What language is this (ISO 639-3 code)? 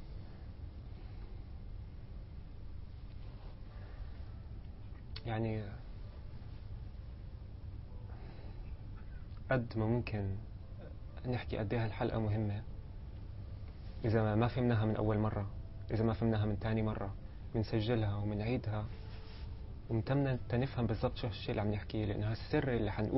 apc